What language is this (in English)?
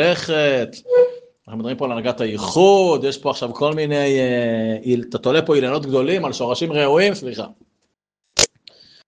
Hebrew